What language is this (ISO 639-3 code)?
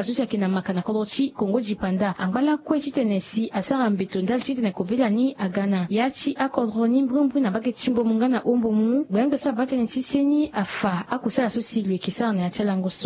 sag